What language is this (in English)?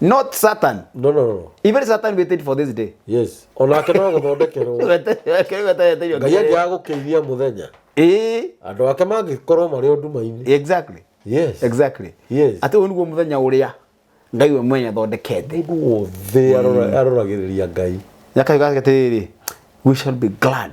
Kikuyu